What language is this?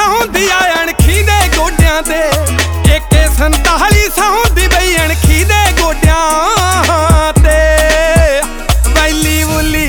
Punjabi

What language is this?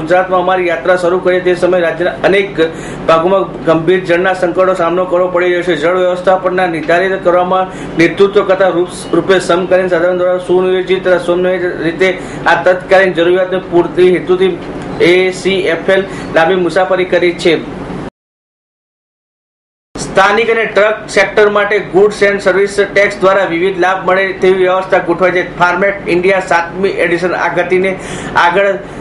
Gujarati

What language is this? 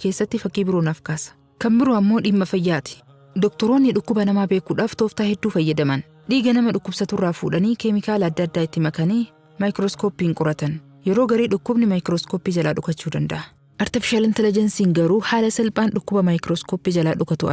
Oromo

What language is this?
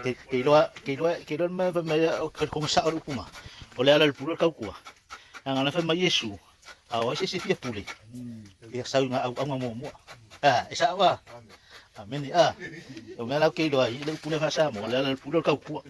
Samoan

